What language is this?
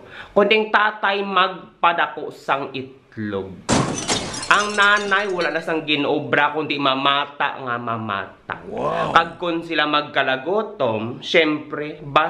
Hiligaynon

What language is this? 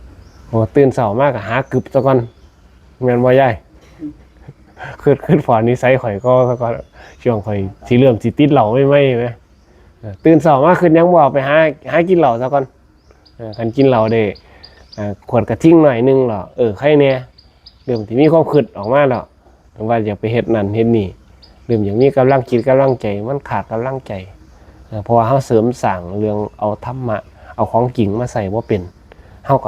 Northeastern Thai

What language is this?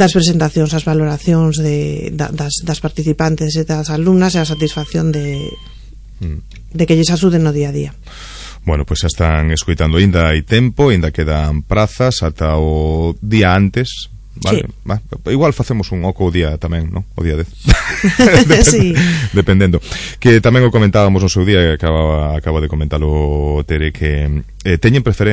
Galician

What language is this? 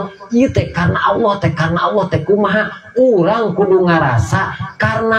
Sundanese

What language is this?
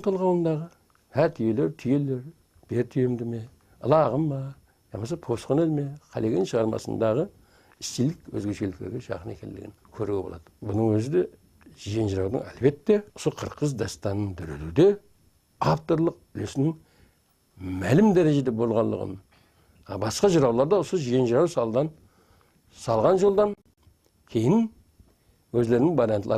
Kara-Kalpak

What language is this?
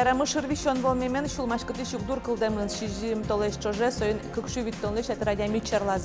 Udmurt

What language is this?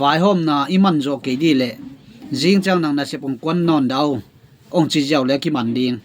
Tedim Chin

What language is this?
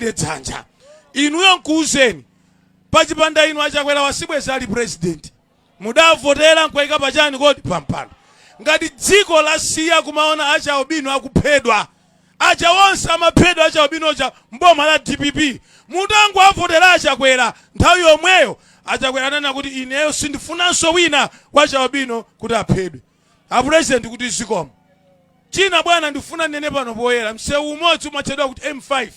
Nyanja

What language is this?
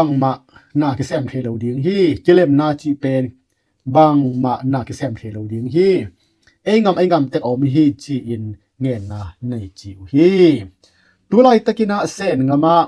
Tedim Chin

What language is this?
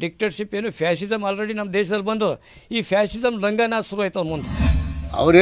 Kannada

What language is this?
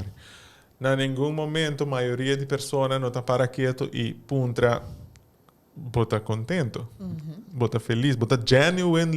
Papiamento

